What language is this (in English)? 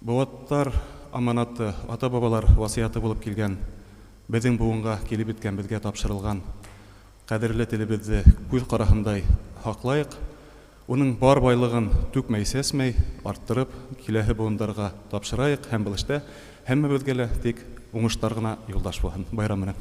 Bashkir